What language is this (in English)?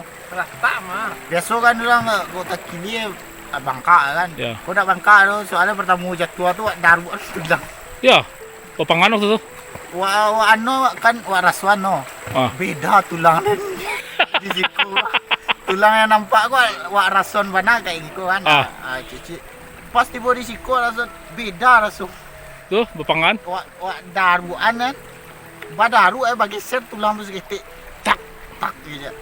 Minangkabau